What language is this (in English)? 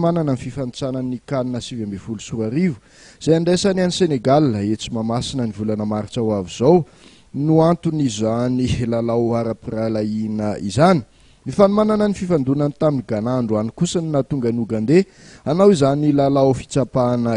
Malagasy